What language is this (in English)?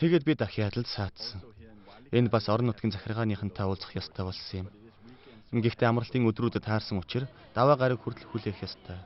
Mongolian